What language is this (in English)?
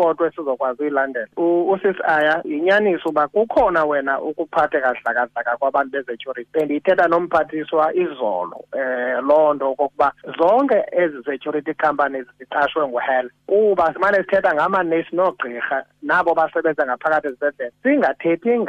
Xhosa